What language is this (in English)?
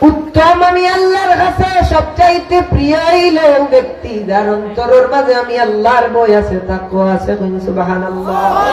Sylheti